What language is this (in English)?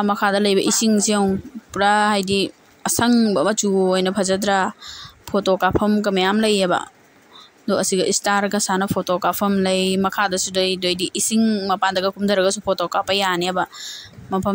Manipuri